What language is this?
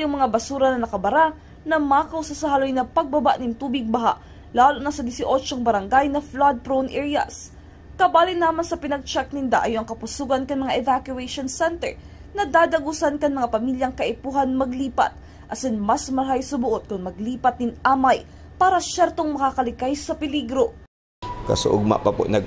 Bikol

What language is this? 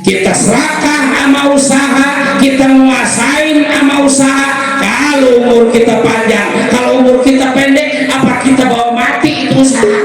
Betawi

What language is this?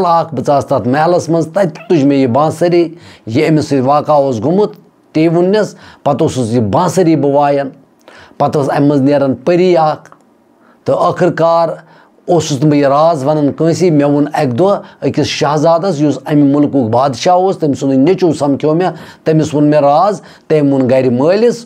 Kashmiri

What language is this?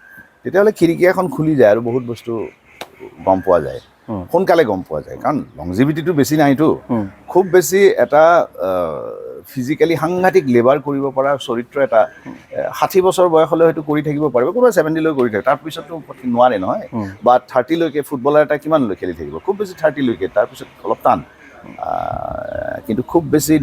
Assamese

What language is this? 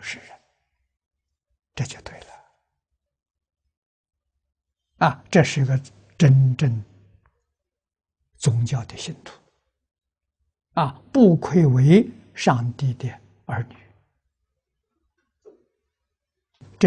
Chinese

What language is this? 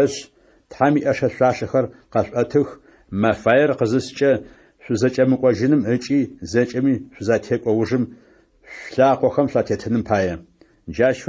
Adyghe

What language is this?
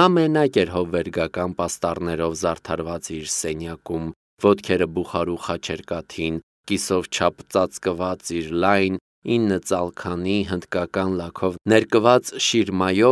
Armenian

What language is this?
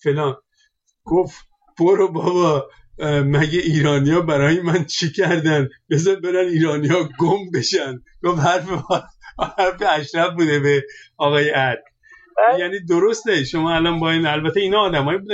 Persian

